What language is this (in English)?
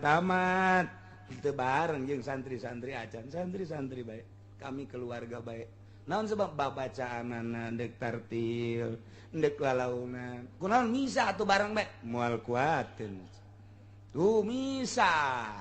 Sundanese